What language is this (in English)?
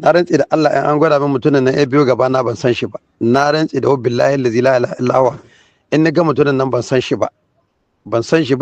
Hausa